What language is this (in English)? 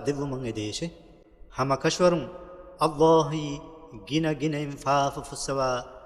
Divehi